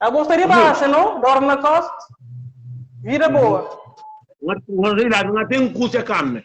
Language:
Kabuverdianu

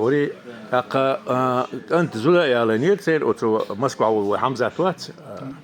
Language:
Chechen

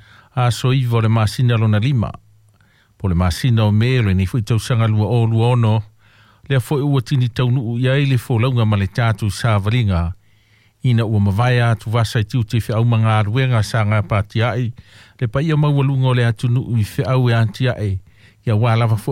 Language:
Samoan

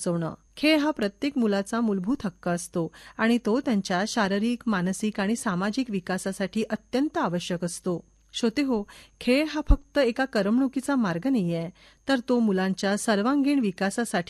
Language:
Marathi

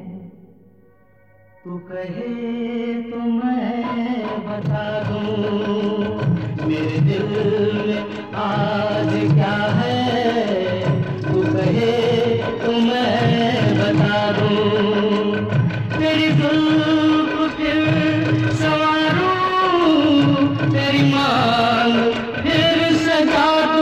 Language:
Hindi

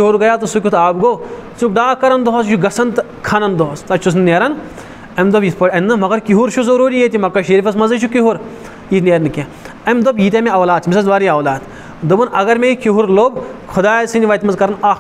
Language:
Kashmiri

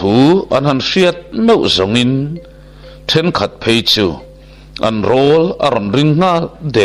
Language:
Mizo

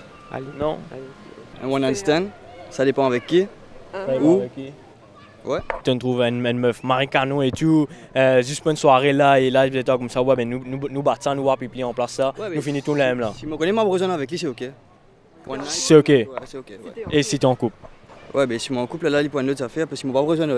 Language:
Morisyen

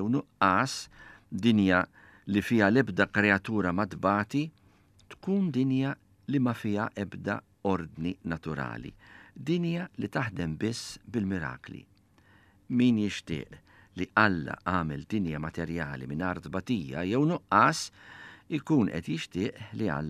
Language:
Maltese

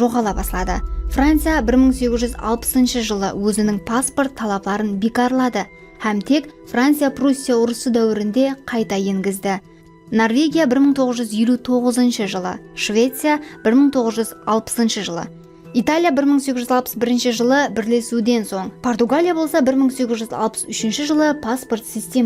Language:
Kara-Kalpak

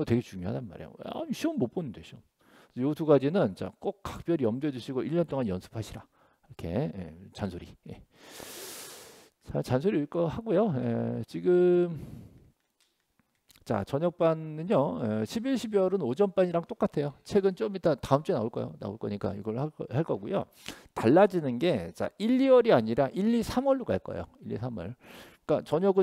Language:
Korean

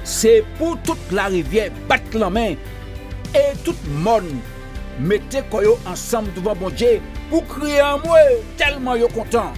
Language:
Guadeloupean Creole French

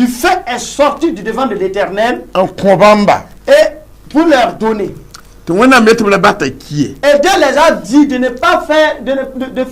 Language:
Mossi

